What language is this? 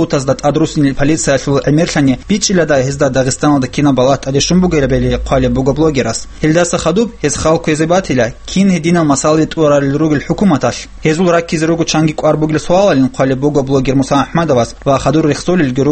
Avaric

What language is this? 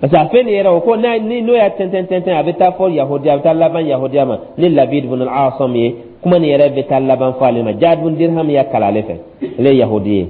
Dyula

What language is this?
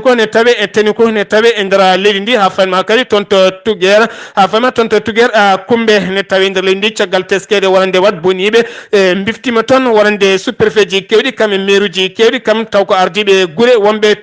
Fula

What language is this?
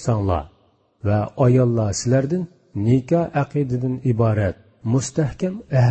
Uyghur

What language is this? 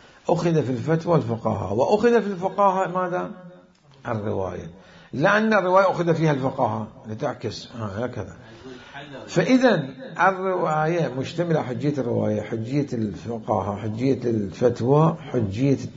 Mesopotamian Arabic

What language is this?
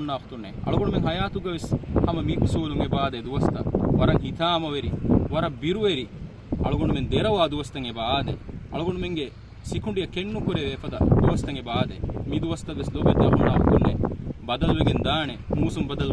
Divehi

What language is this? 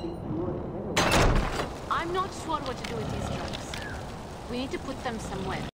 English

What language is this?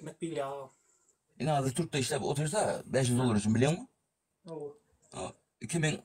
Turkmen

